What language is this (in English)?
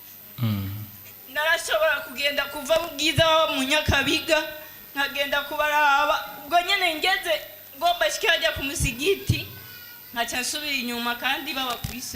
Rundi